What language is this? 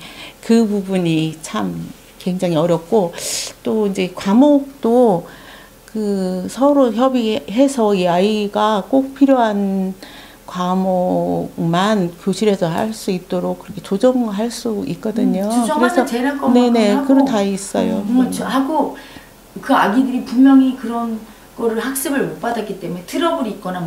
Korean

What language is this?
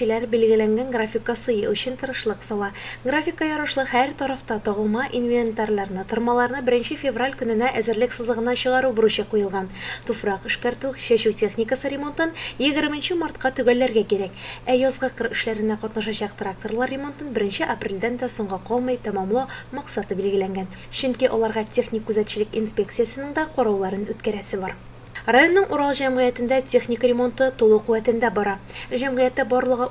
Tatar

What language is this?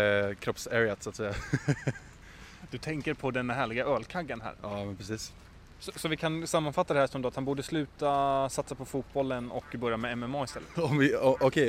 Swedish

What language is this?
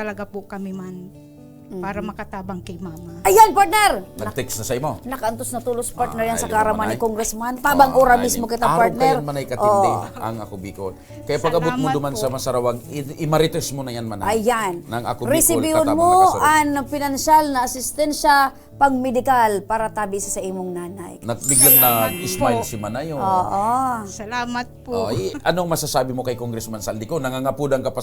Bikol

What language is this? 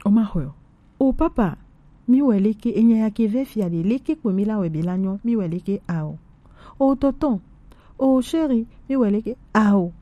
Gen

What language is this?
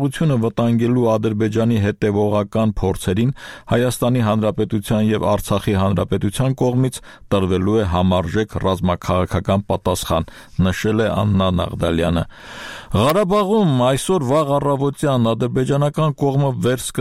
Armenian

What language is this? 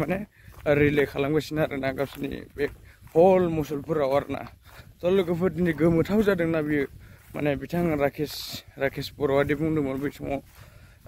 Bodo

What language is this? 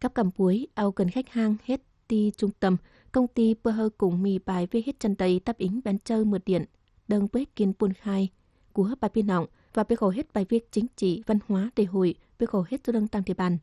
Tày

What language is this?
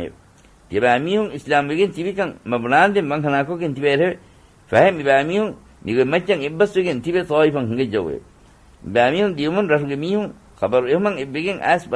Divehi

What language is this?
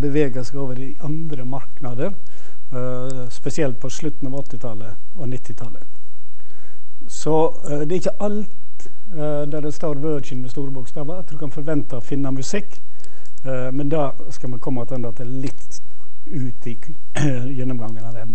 Norwegian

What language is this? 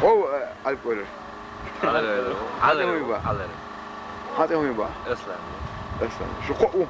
Chechen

